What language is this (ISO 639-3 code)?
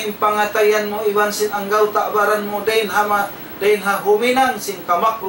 tsg